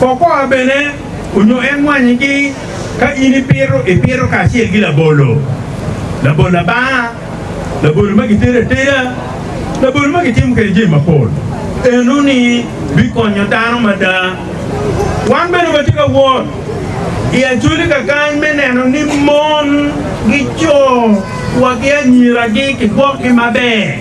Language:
Acoli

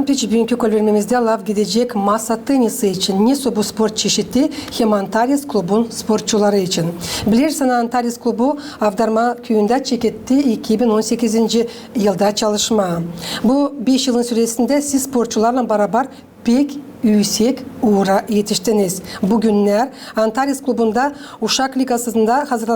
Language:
Gagauz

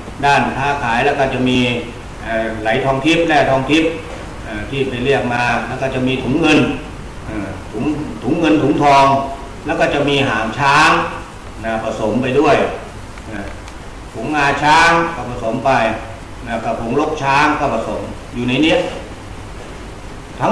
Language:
Thai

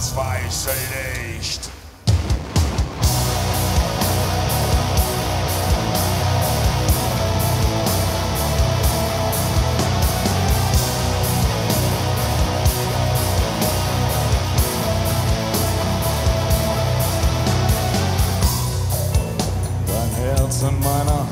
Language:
German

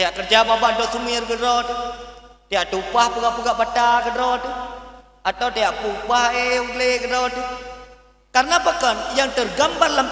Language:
Achinese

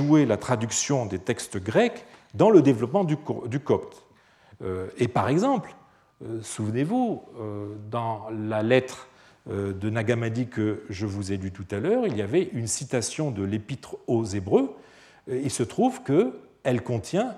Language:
French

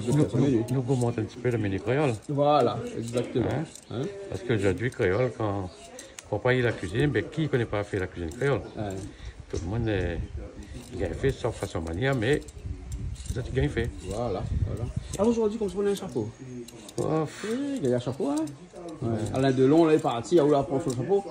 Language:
Réunion Creole French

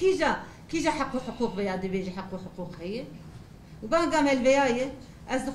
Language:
Kurdish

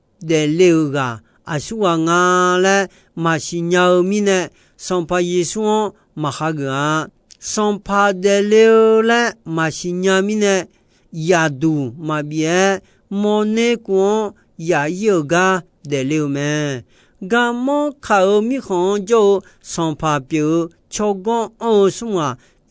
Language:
Akha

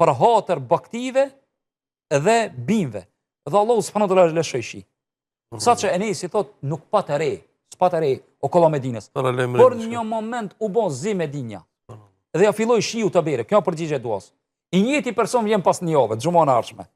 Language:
Albanian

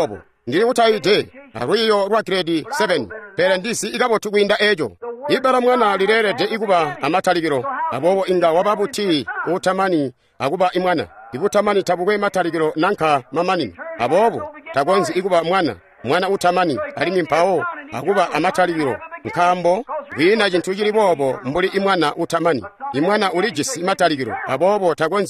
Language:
Tonga (Zambia)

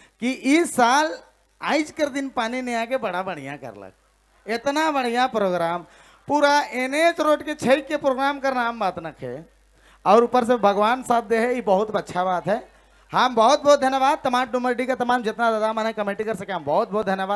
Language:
Sadri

